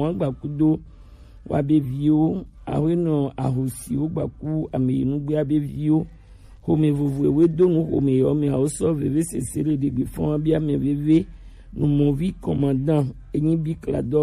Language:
Gen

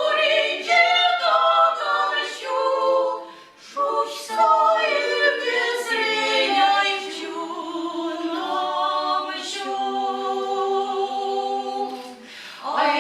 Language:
Chuvash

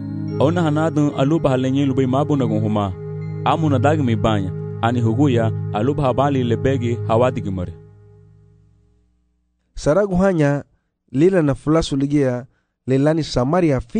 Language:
Garifuna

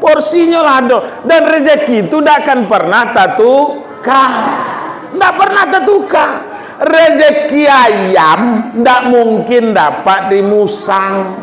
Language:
Minangkabau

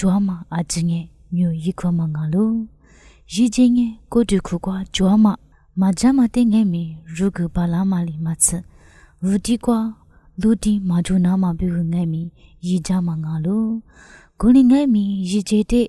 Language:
Lisu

